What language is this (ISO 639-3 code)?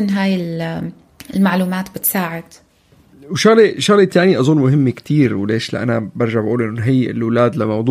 apc